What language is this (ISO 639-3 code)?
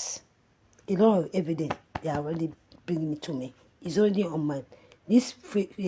pcm